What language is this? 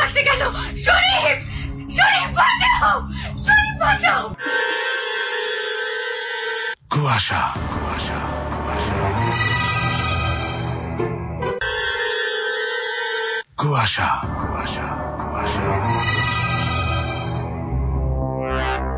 Bangla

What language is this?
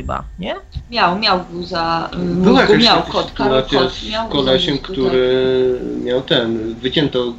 Polish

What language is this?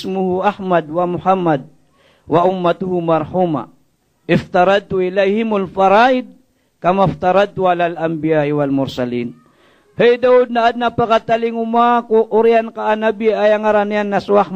Maranao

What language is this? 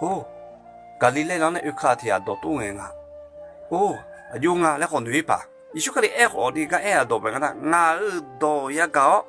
Akha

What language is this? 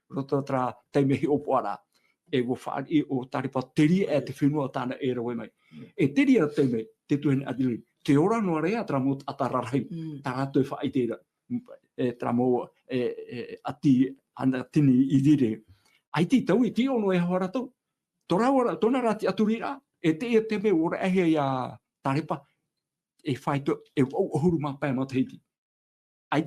Tahitian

